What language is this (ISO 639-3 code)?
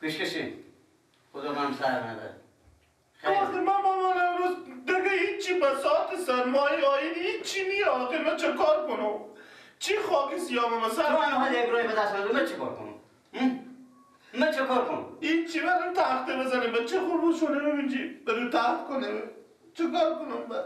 fas